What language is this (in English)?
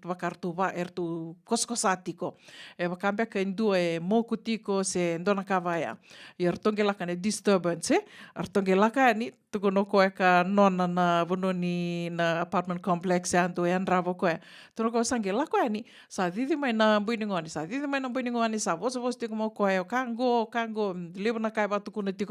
Fijian